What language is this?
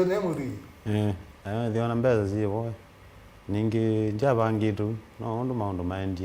Kamba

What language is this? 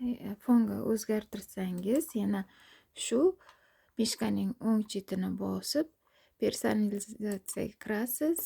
Uzbek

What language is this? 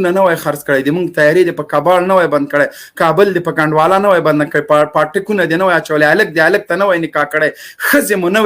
Pashto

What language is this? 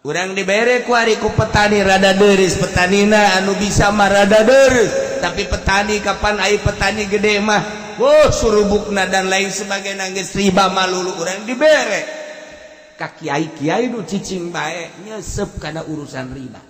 Sundanese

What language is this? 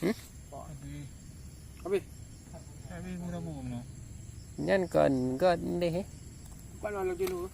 Achinese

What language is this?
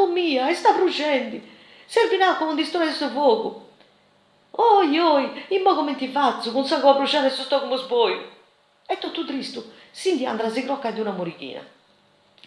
Sardinian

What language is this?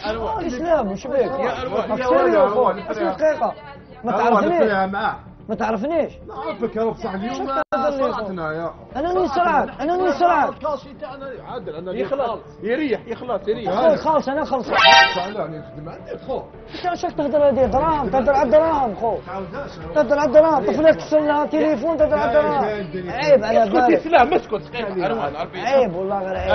Algerian Arabic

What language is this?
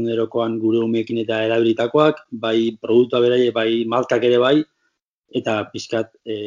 Basque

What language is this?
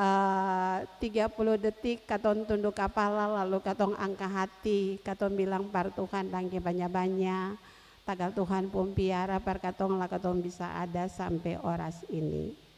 Ambonese Malay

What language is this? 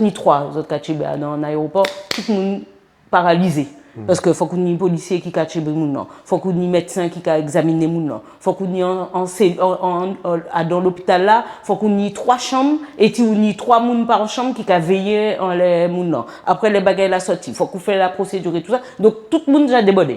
Guadeloupean Creole French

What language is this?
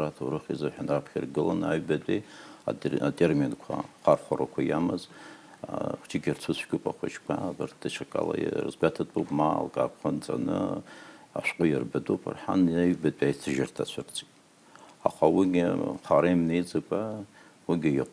Abkhazian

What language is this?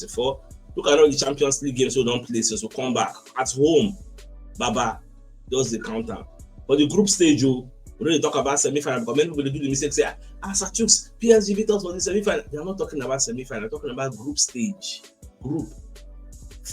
Nigerian Pidgin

